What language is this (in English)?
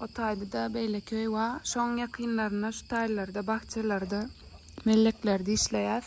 Turkmen